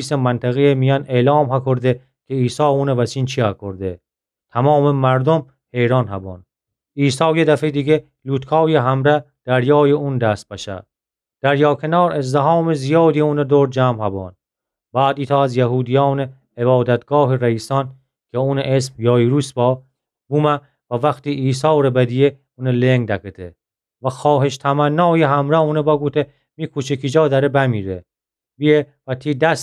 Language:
Gilaki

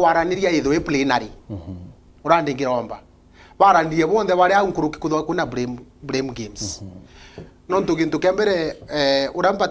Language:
Meru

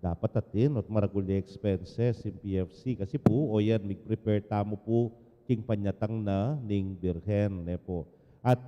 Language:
Pampanga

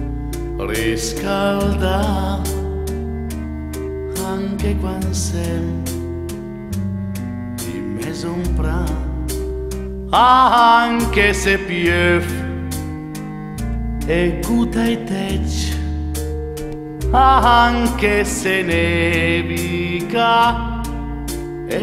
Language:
Lombard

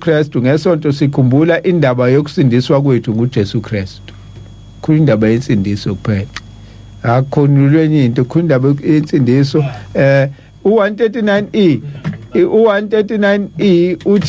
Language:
Zulu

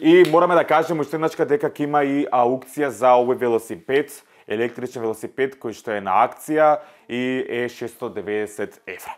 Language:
Macedonian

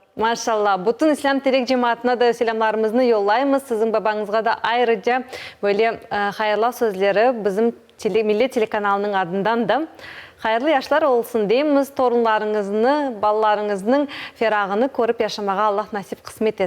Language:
Crimean Tatar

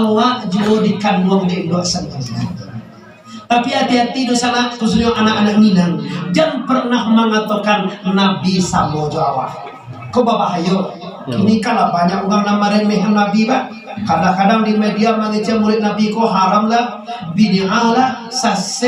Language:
Minangkabau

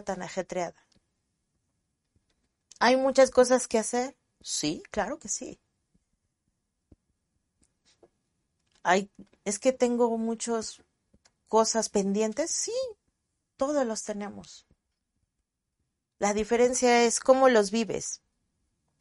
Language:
Spanish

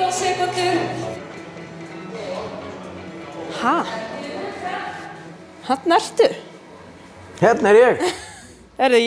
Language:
Icelandic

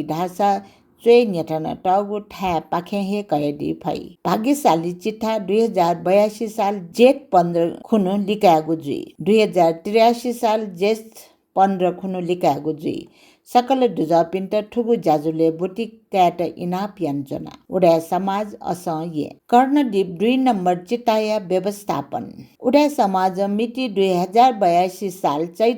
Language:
Newari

